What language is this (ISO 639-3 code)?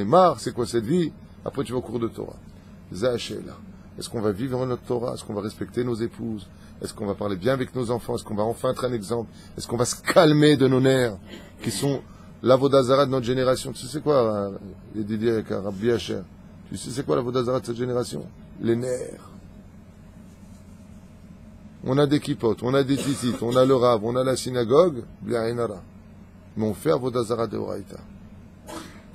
fra